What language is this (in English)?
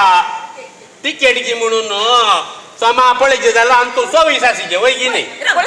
Konkani